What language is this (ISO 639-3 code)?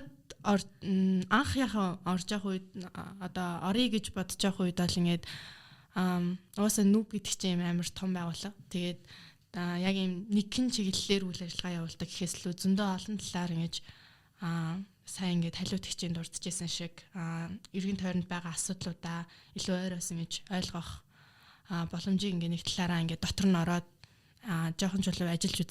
mon